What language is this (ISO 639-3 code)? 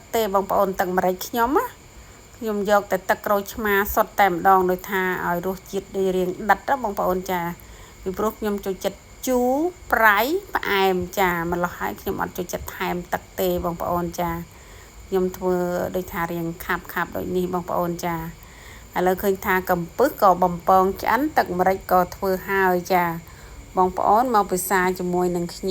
khm